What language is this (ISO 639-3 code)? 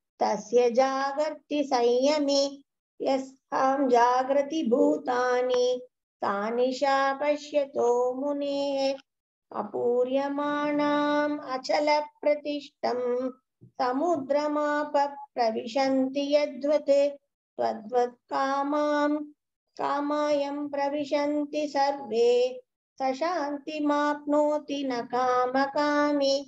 san